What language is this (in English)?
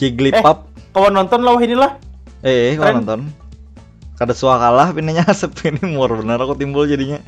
Banjar